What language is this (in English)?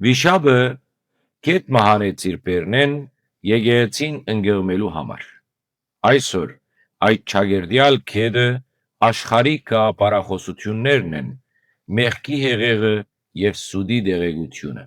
Western Armenian